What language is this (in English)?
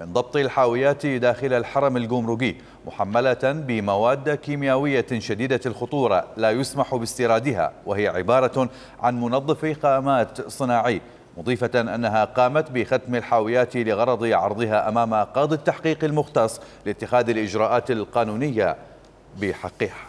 Mesopotamian Arabic